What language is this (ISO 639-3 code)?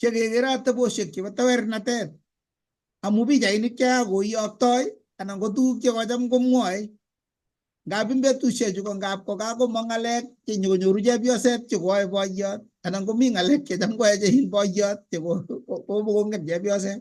kln